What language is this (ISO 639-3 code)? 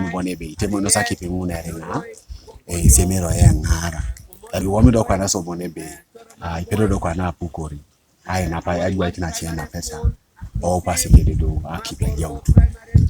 teo